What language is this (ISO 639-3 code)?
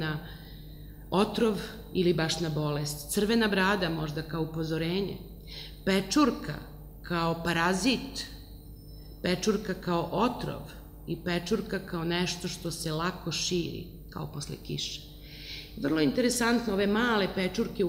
srp